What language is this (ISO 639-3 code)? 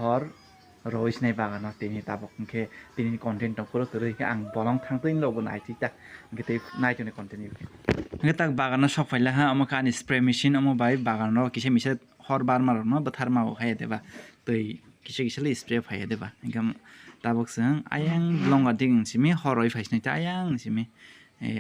trp